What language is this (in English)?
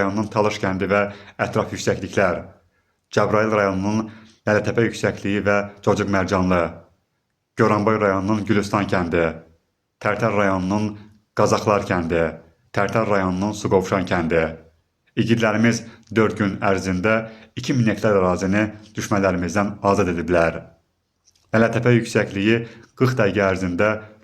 Azerbaijani